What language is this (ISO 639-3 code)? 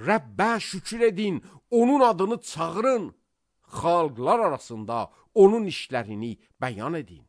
aze